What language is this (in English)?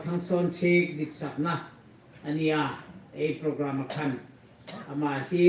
Hmar